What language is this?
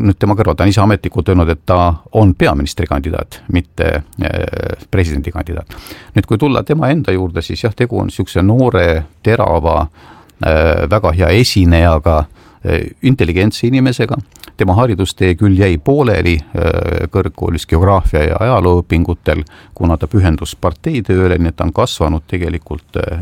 Estonian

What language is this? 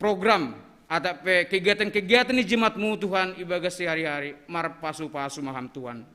Batak Simalungun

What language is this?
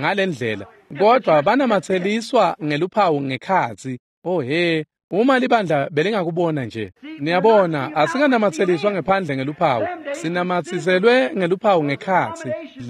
Swati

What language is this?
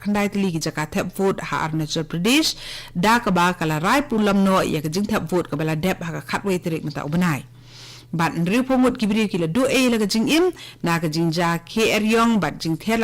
Khasi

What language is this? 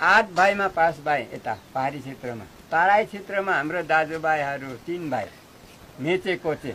Nepali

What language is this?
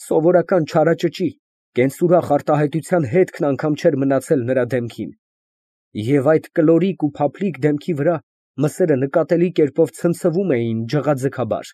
Armenian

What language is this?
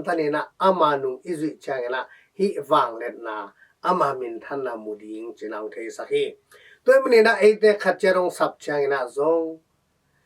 Tedim Chin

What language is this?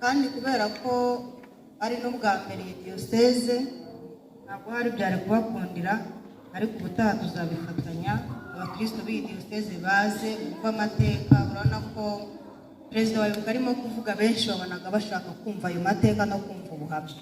Kinyarwanda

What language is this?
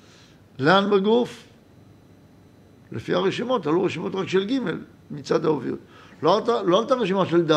Hebrew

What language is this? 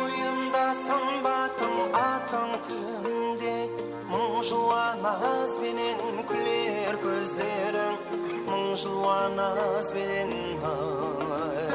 Kara-Kalpak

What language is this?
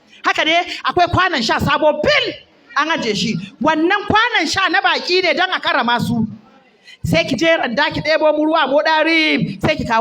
Hausa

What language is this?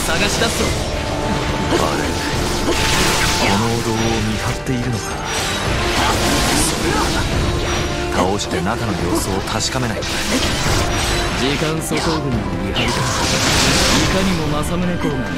Japanese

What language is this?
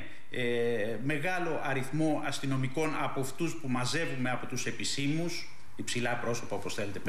Greek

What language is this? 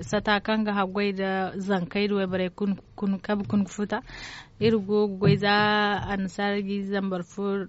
Zarma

